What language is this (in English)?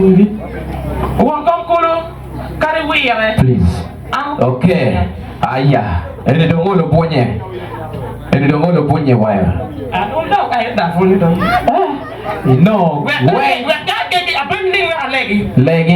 Acoli